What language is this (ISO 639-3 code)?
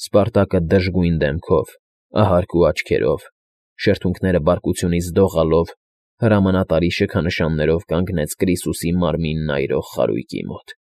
hye